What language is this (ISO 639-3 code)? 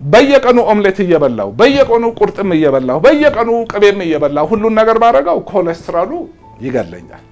amh